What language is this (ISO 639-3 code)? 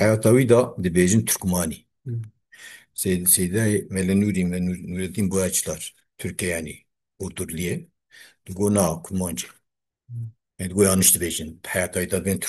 kur